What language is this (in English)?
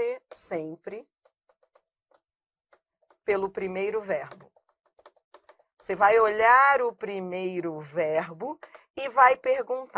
Portuguese